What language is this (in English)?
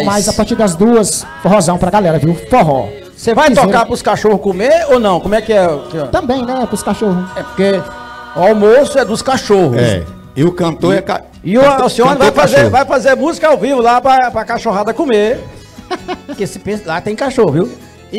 Portuguese